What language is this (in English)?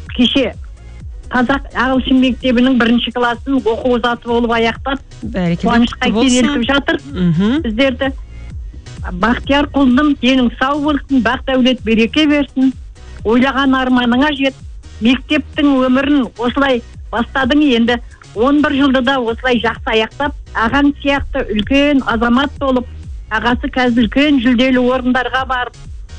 Kazakh